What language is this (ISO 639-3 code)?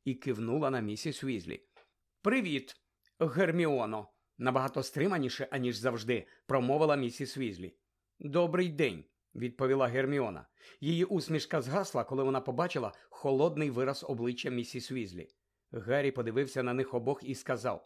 ukr